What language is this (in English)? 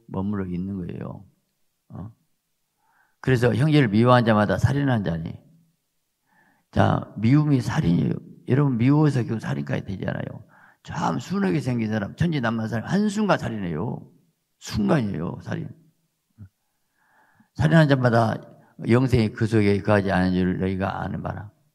Korean